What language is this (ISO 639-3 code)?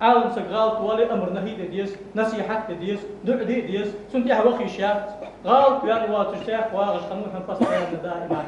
inh